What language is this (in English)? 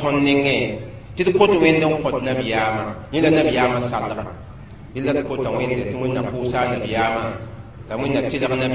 Mossi